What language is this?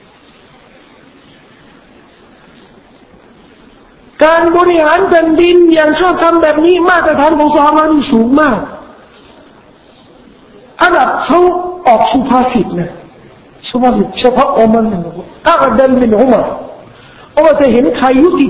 Thai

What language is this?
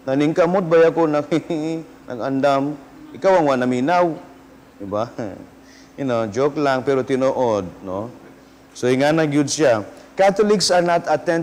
Cebuano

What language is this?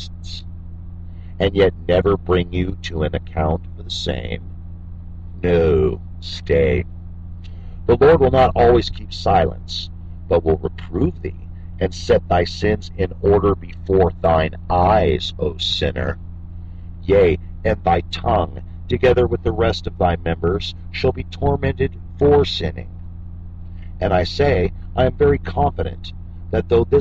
English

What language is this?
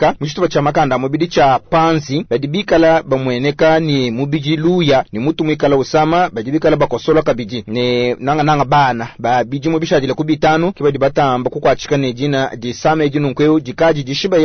Luba-Lulua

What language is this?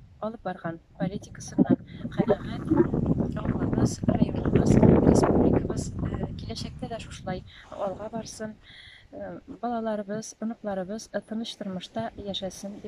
Tatar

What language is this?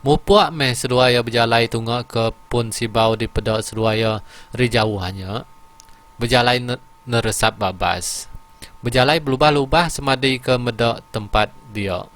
Iban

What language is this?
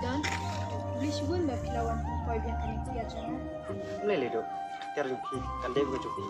Khasi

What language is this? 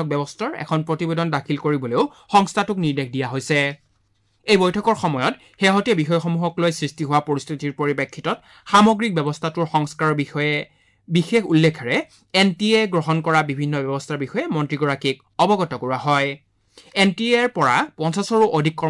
Assamese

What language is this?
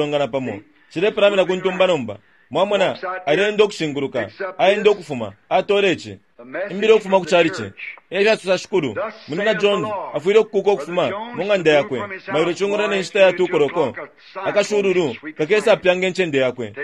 Bemba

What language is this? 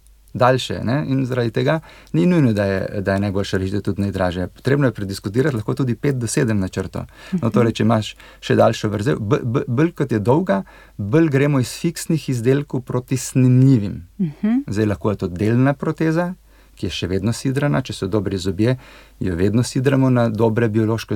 Slovenian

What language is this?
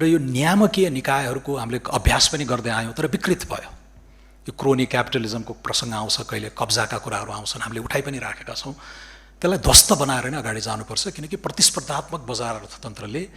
Nepali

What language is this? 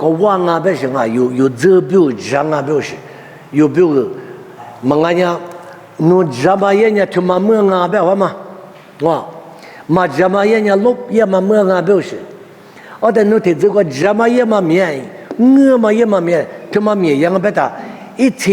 Lisu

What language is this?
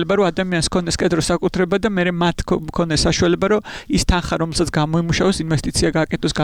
Georgian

